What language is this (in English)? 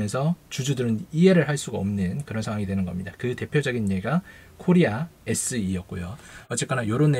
Korean